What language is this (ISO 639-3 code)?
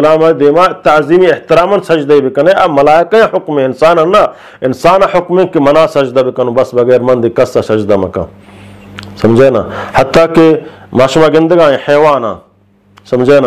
bgp